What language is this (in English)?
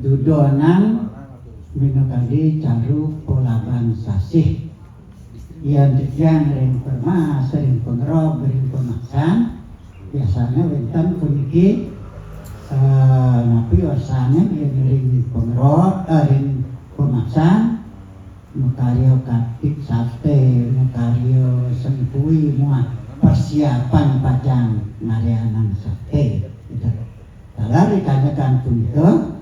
Balinese